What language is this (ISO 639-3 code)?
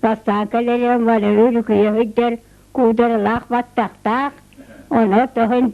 sah